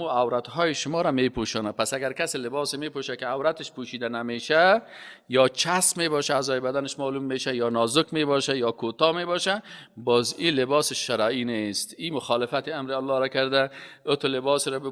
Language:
Persian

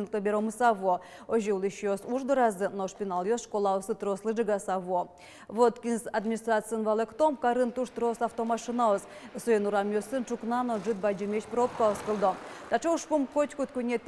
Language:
Udmurt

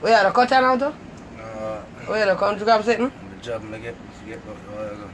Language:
Jamaican Creole English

